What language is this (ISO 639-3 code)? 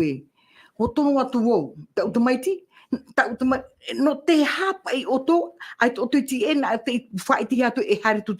tah